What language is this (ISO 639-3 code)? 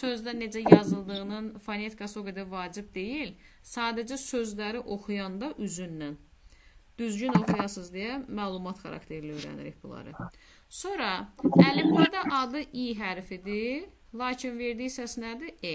aze